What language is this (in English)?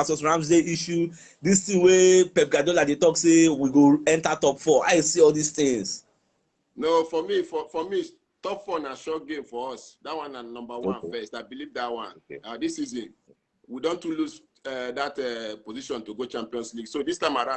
Nigerian Pidgin